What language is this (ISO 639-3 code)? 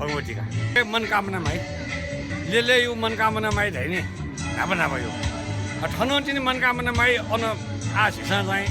new